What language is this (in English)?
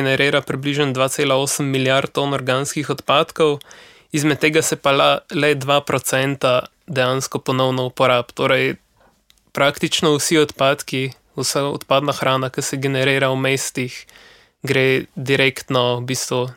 Slovenian